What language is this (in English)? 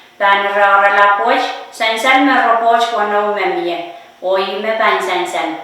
Pohnpeian